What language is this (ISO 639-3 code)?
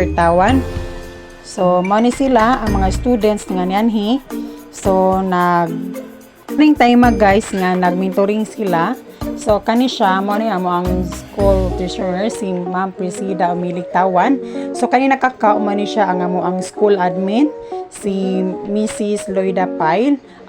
ceb